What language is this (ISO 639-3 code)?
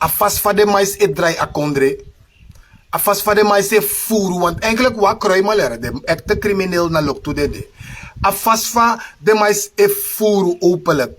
srn